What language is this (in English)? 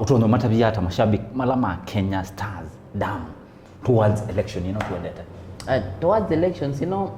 Kamba